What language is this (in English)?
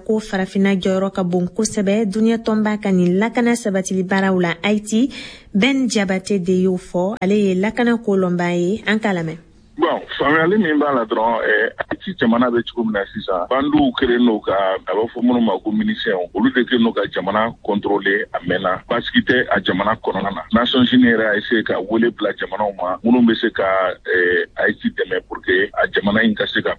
Bambara